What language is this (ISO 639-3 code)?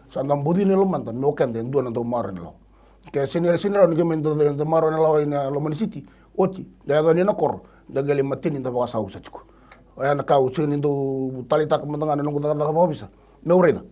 fij